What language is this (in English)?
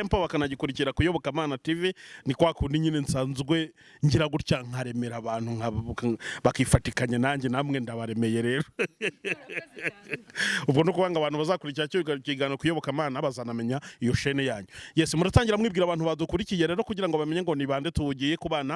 Kinyarwanda